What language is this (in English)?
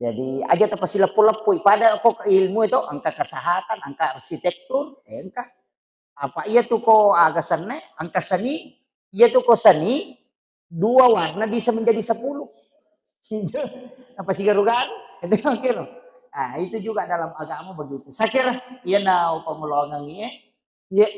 Buginese